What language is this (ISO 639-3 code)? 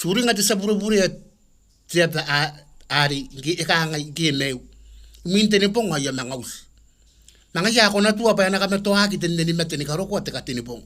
gil